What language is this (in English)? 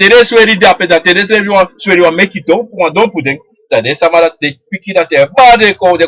Sranan Tongo